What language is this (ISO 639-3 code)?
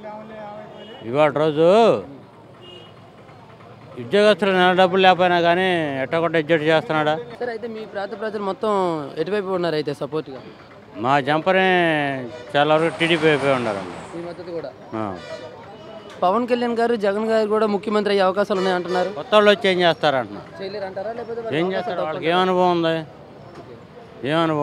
tel